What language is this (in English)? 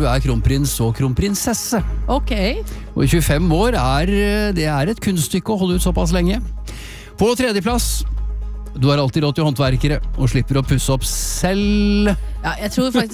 Norwegian